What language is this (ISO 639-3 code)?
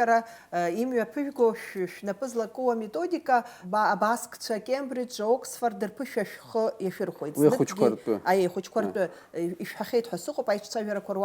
abk